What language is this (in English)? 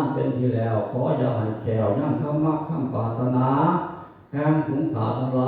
Northeastern Thai